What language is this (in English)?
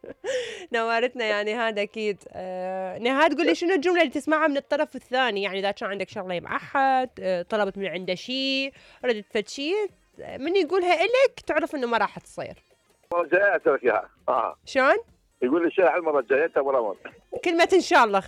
Mesopotamian Arabic